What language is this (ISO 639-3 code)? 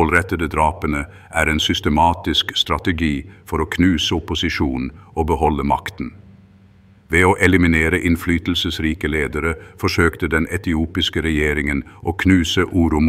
nob